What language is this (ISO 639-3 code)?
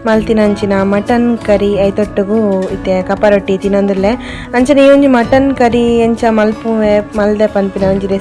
tcy